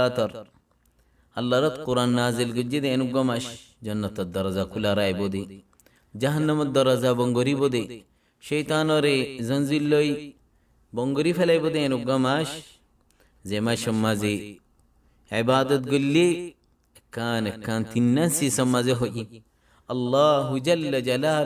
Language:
Rohingya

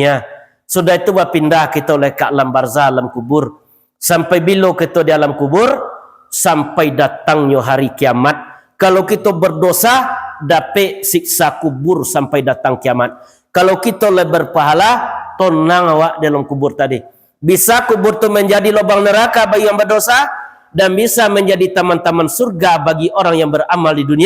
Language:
Minangkabau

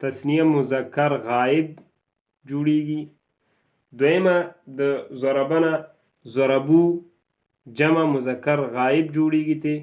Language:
Pashto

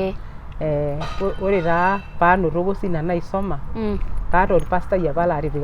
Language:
Masai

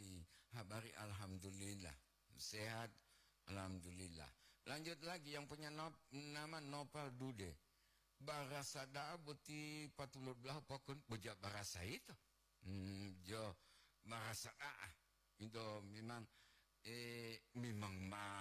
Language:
Gorontalo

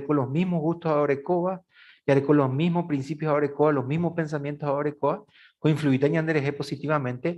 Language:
Guarani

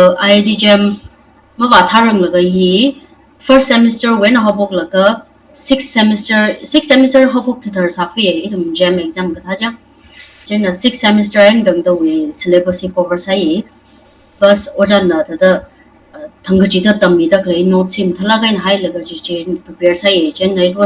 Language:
Tangkhul Naga (India)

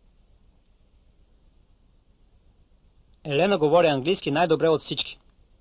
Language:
Bulgarian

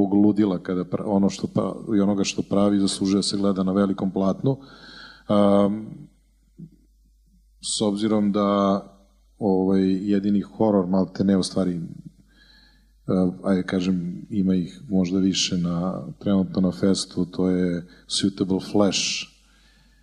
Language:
Serbian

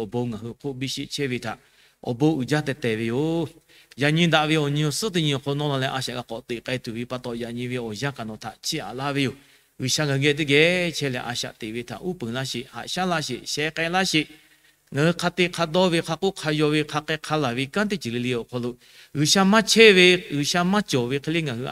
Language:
Lahu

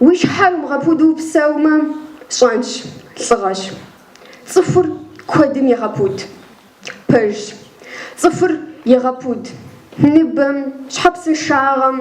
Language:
Kabardian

